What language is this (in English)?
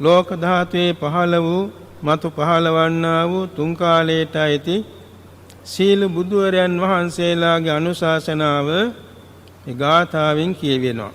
Sinhala